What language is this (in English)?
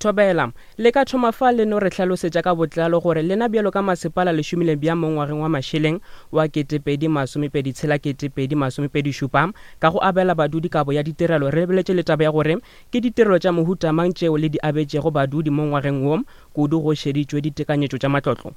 Northern Sotho